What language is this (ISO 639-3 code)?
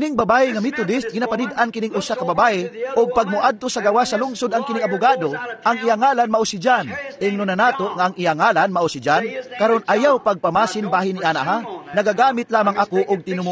ceb